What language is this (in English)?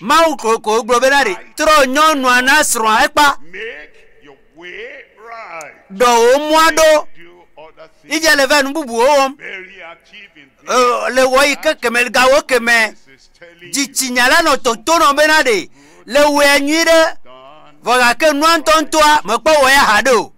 Ewe